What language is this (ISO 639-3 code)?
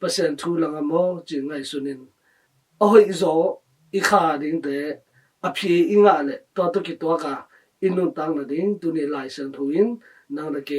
ctd